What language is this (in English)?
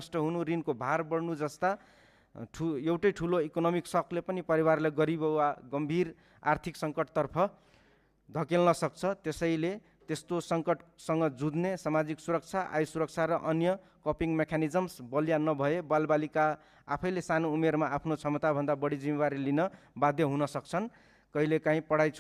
Nepali